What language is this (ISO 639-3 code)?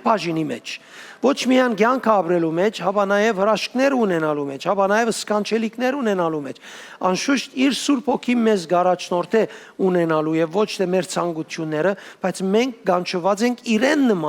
hyw